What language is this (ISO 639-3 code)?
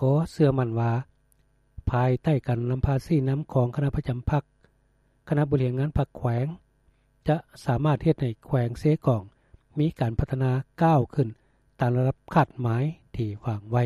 lao